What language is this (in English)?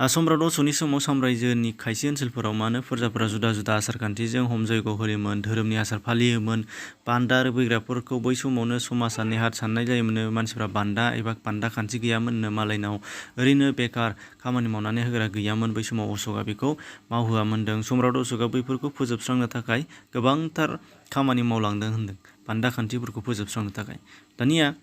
Bodo